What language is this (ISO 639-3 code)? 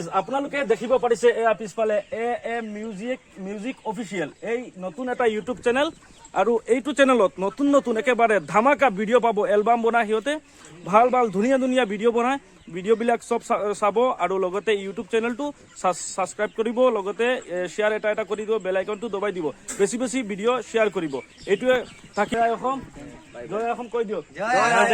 asm